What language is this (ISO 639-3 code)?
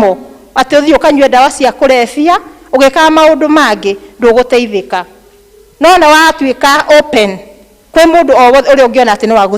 kik